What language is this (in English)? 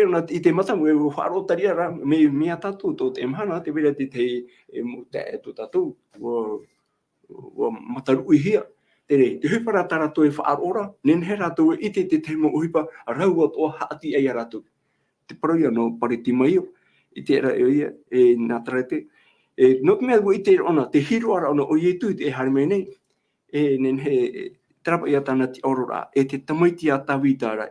Tahitian